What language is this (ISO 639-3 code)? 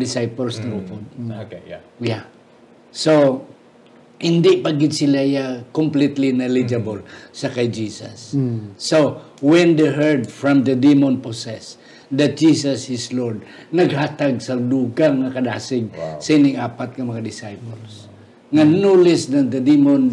hil